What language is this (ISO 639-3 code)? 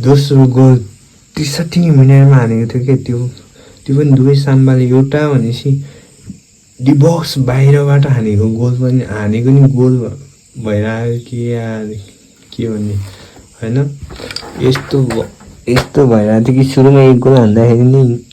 nep